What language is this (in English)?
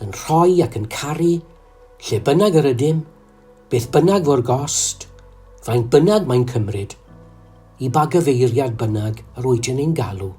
Welsh